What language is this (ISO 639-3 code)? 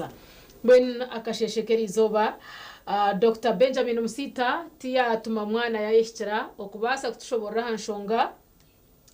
nyn